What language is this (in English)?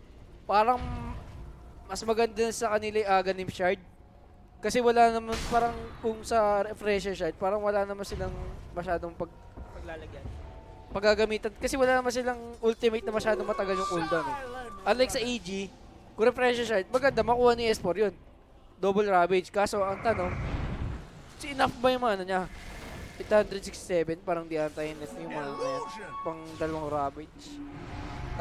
Filipino